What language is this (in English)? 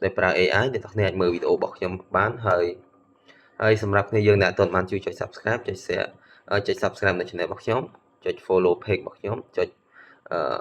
Khmer